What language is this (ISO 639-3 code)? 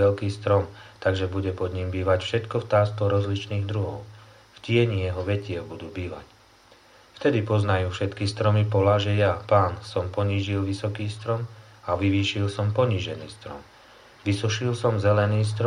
slk